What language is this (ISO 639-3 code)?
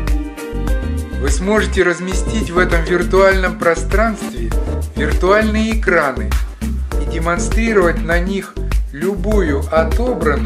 rus